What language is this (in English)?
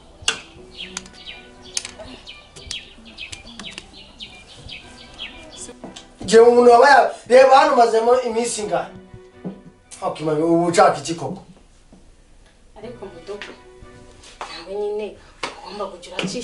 Kinyarwanda